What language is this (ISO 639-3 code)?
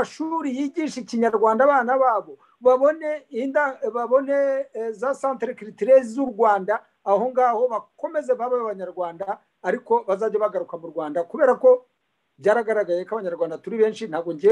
kin